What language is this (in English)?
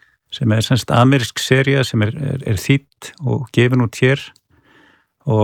Icelandic